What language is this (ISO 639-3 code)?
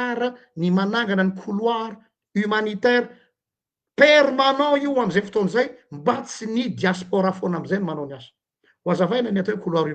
mlg